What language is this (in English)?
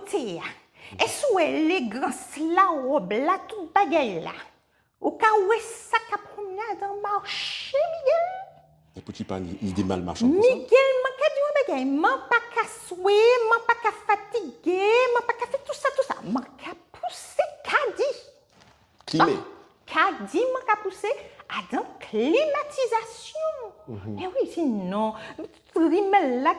Guadeloupean Creole French